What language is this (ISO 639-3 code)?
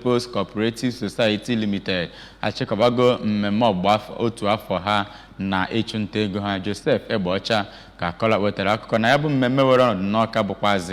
ibo